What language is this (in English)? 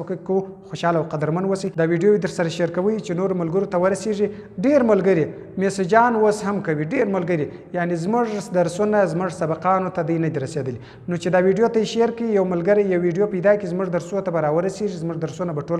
Pashto